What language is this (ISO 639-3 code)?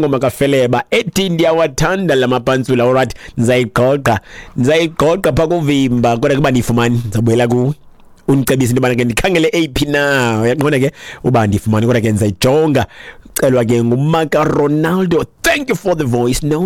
xho